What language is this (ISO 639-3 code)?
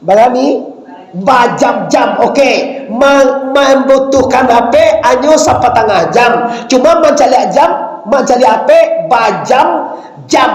min